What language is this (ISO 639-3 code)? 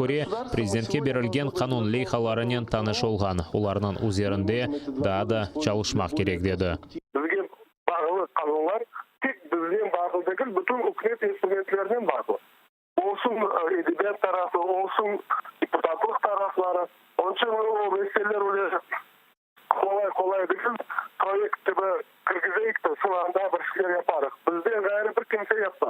crh